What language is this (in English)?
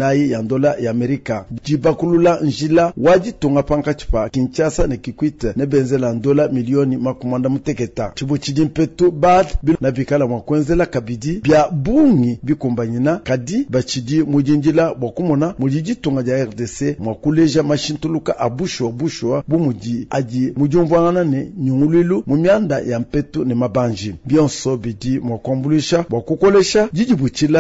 Luba-Lulua